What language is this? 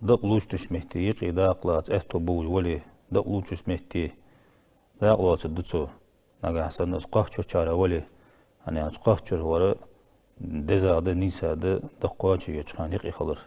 Ingush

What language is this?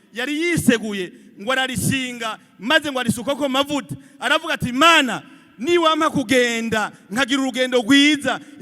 Rundi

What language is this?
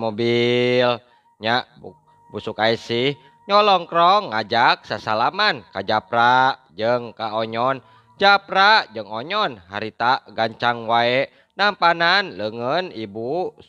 Sundanese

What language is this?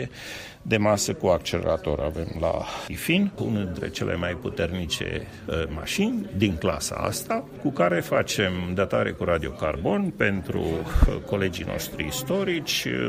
Romanian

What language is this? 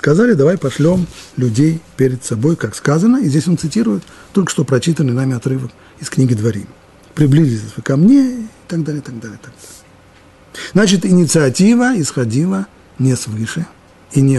Russian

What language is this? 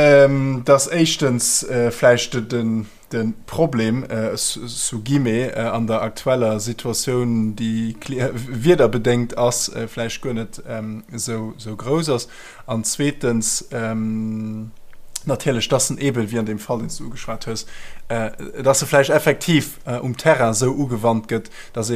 Luxembourgish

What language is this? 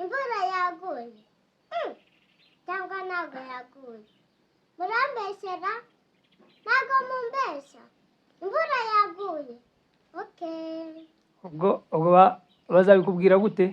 Kinyarwanda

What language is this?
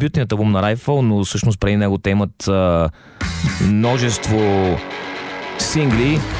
Bulgarian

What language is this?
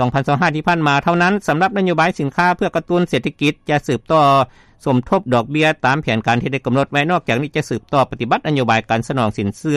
Lao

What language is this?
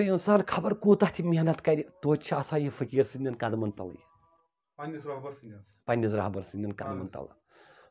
Kashmiri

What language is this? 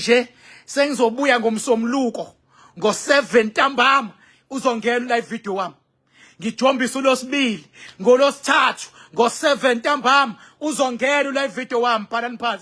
Zulu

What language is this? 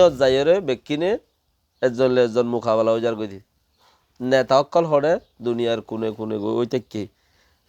Rohingya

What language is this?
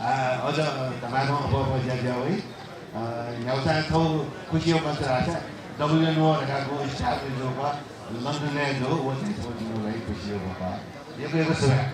Newari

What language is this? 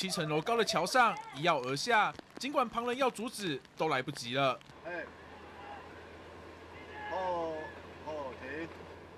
Chinese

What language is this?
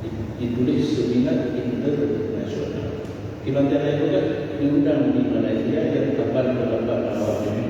Achinese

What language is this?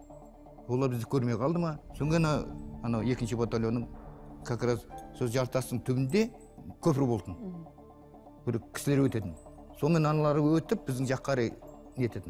Kazakh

